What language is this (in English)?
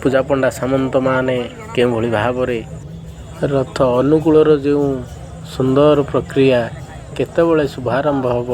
Odia